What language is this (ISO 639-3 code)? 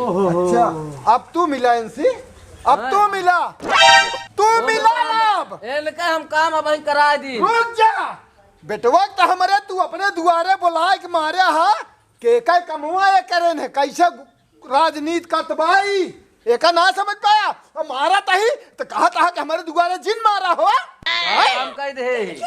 awa